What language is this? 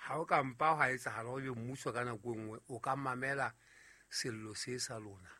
Southern Sotho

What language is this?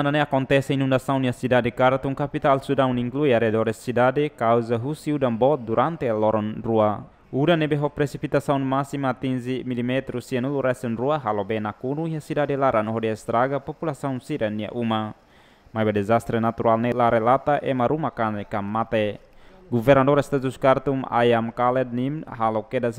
Tetum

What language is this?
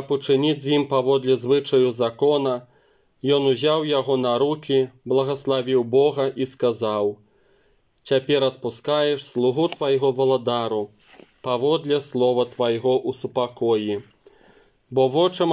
Belarusian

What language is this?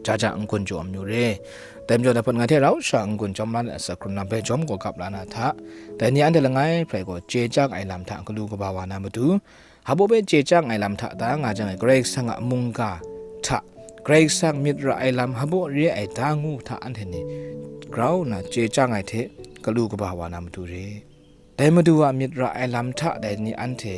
Kachin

